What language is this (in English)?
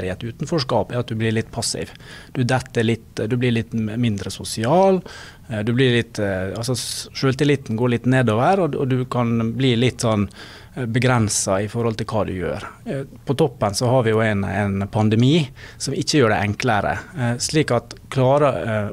Norwegian